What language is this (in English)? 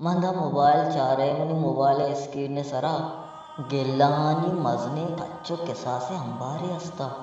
Baluchi